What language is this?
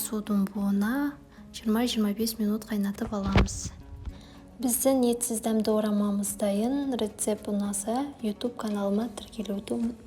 Kazakh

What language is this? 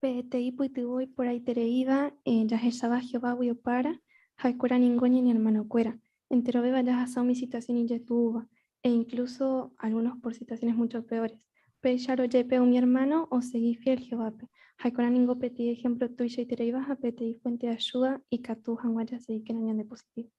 Guarani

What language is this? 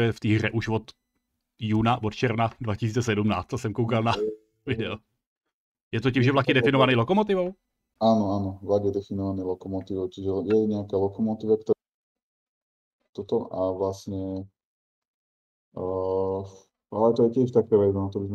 Slovak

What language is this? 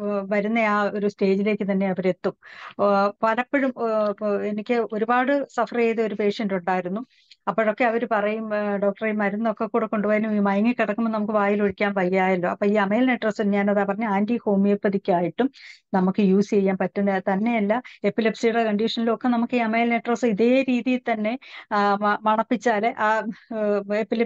Malayalam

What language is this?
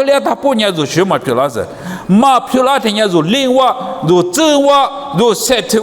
Lisu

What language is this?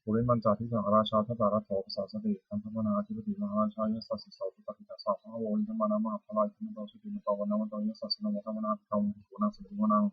Pali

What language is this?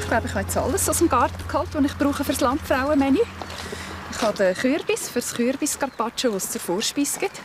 Swiss German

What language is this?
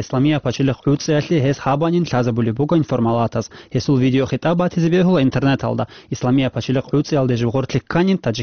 Avaric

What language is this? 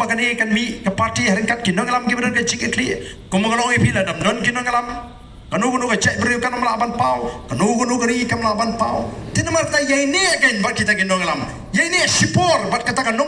Khasi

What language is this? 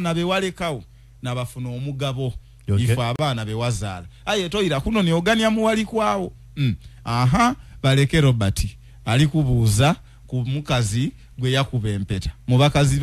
Ganda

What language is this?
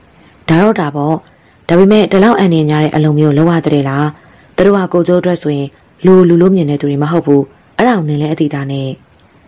Burmese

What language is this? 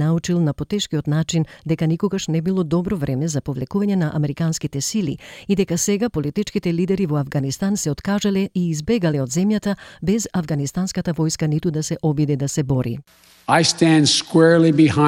Macedonian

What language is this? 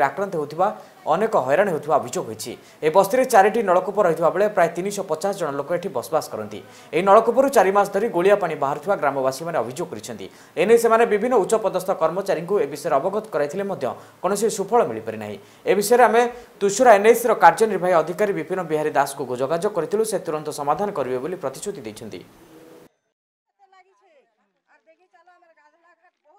Odia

